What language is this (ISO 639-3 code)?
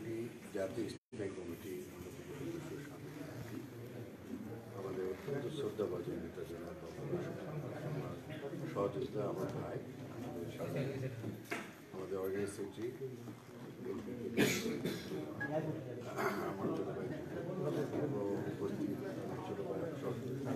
ben